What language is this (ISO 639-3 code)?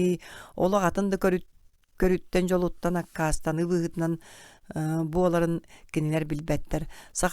sah